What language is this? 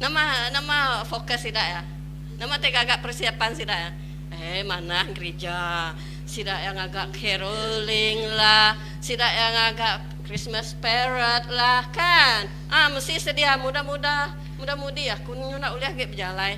Iban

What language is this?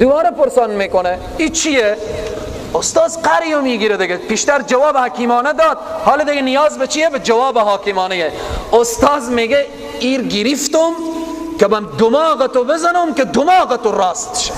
Persian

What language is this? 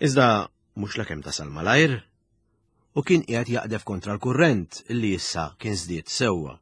Maltese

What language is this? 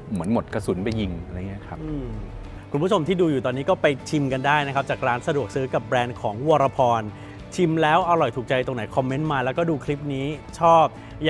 Thai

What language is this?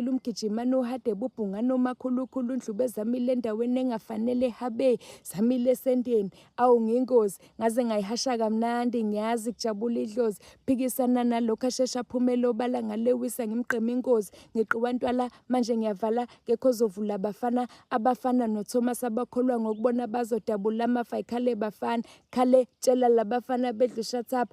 Zulu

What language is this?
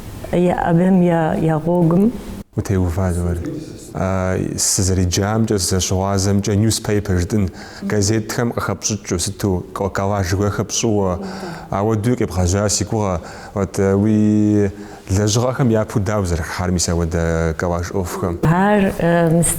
Kabardian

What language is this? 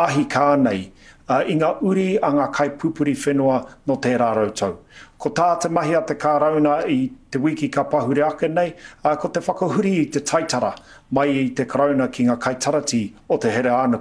Māori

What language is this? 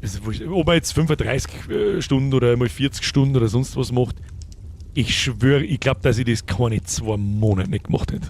Bavarian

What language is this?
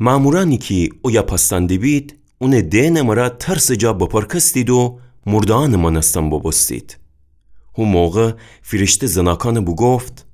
Gilaki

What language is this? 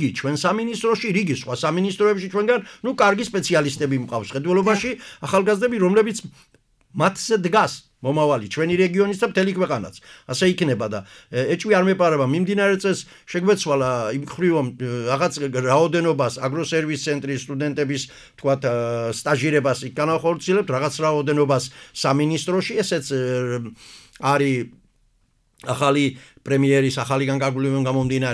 Georgian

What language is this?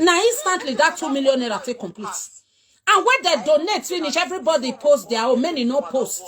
Nigerian Pidgin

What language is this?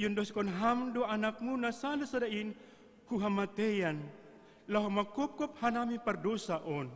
Batak Simalungun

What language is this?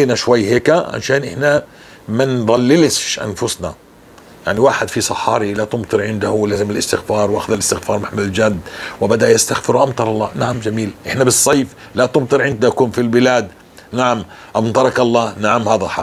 North Levantine Arabic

